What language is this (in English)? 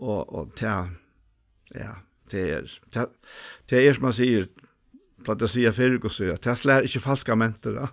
Faroese